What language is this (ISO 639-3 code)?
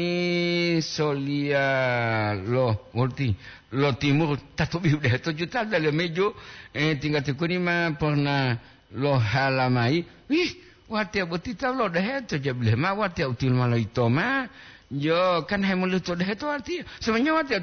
gor